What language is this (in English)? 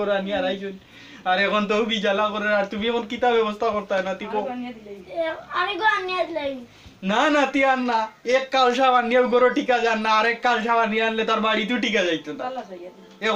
Sylheti